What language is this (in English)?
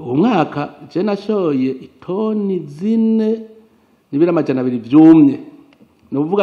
Rundi